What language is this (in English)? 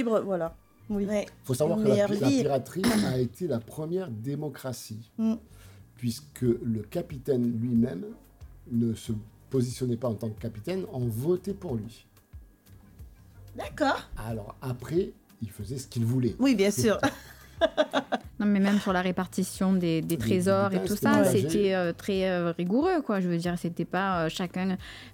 French